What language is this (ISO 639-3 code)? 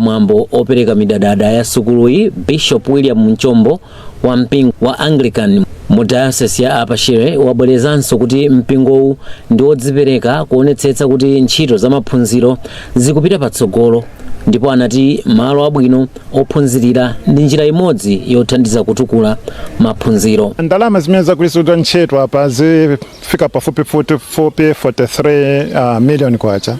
nya